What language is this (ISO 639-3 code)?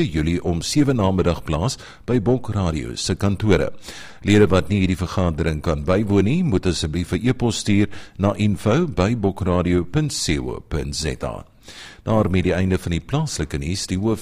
afr